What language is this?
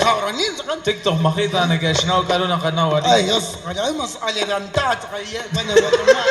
Kekchí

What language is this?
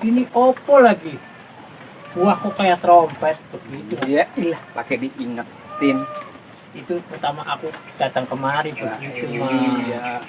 Betawi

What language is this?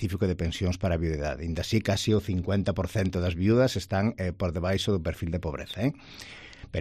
Galician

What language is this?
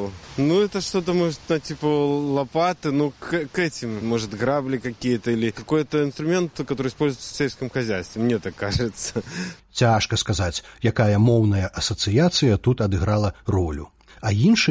Belarusian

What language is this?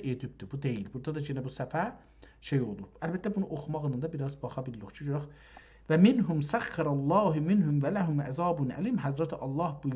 South Azerbaijani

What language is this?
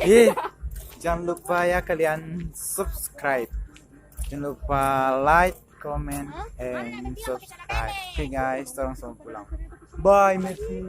Manado Malay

